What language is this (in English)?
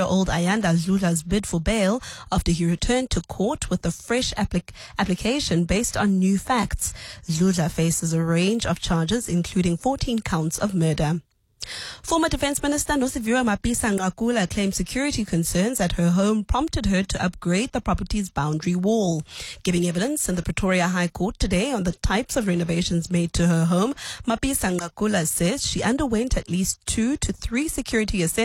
English